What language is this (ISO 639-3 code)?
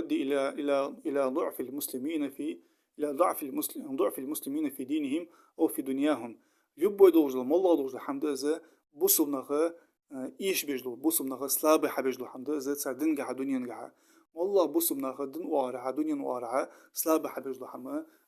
inh